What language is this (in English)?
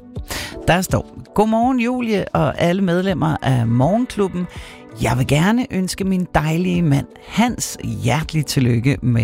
Danish